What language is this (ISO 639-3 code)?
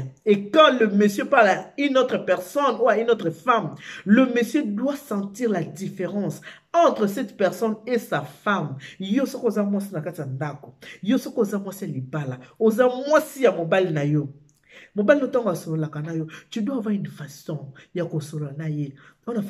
lin